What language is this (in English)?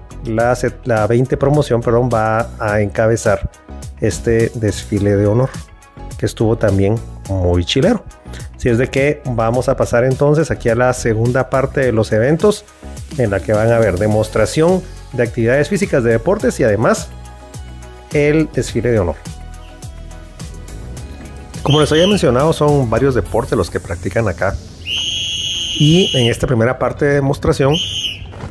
Spanish